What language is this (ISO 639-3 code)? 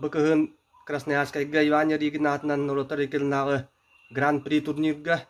sah